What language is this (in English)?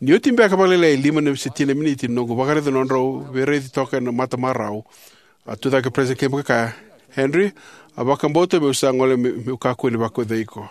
Fijian